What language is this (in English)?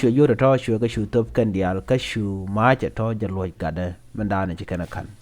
Nuer